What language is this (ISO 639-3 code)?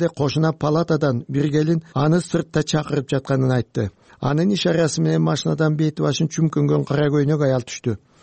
kir